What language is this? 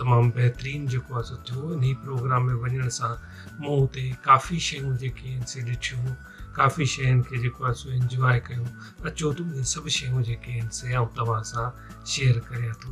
Sindhi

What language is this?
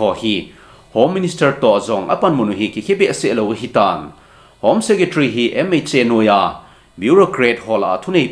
Thado Chin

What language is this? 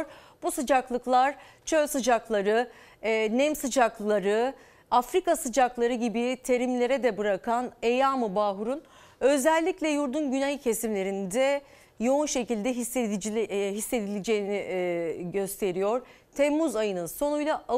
Turkish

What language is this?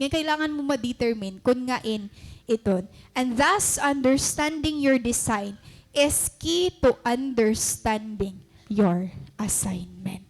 Waray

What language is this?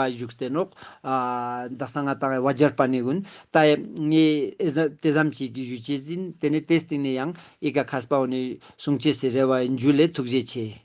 Ladakhi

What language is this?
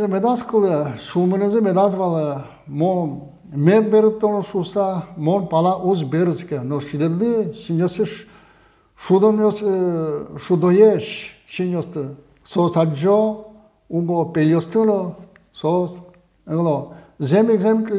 Udmurt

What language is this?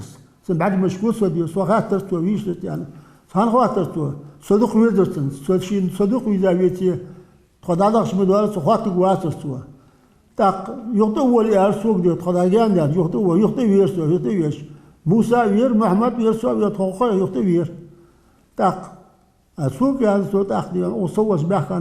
Ingush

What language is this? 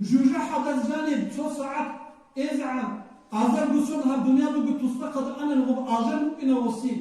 Avaric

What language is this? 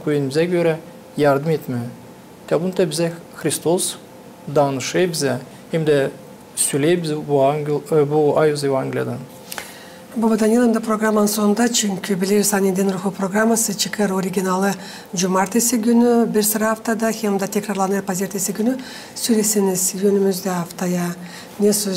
Gagauz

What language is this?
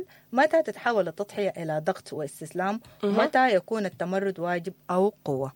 Sudanese Arabic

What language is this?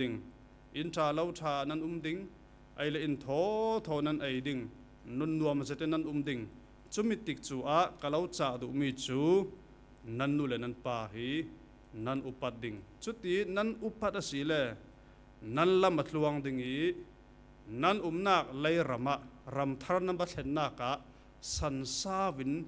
Falam Chin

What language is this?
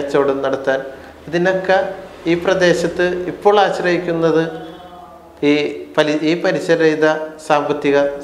Malayalam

